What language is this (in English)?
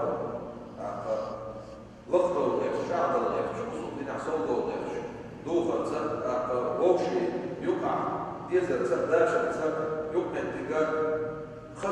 Chechen